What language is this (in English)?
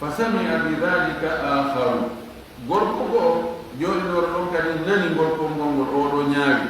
Fula